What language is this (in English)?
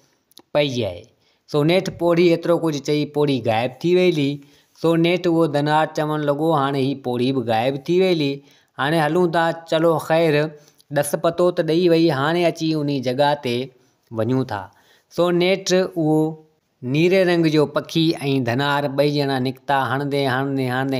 Sindhi